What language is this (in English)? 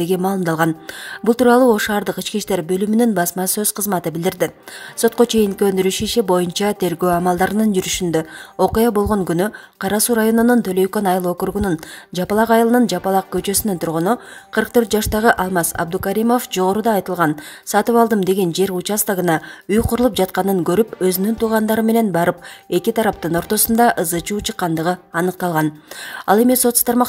Kyrgyz